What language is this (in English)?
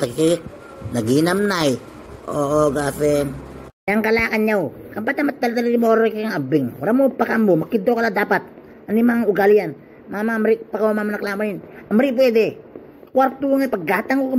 Itawit